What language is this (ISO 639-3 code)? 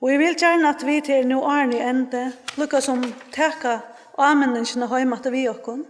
fao